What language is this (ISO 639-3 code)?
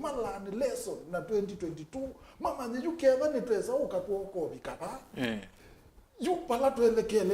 kam